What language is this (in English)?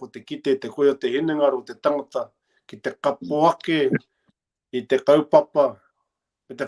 Māori